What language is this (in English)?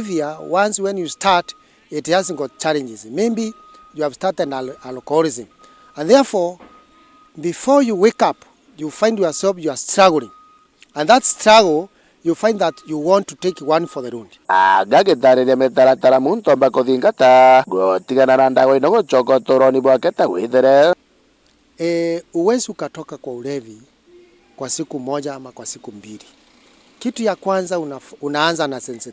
Meru